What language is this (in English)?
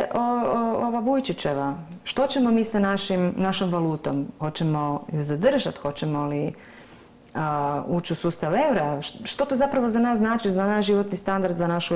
Croatian